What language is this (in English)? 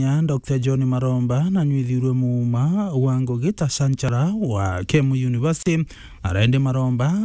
Meru